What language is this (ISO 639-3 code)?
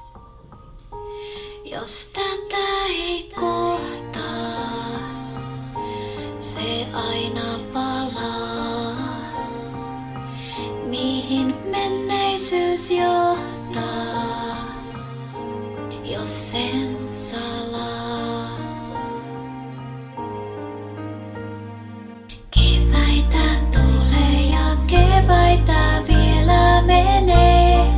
fin